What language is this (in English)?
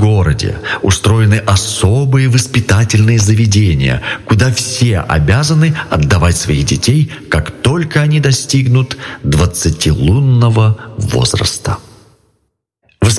Russian